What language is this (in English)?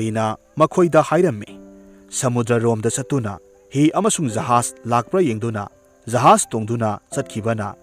Manipuri